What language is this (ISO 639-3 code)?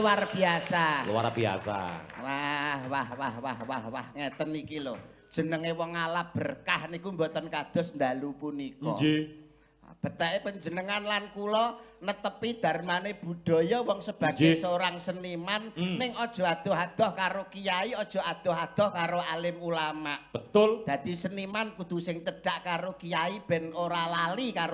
jav